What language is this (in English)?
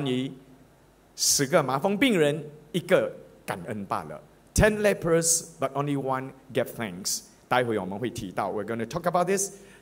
Chinese